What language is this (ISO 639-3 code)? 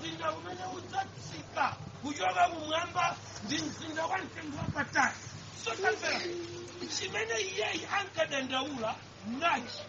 nya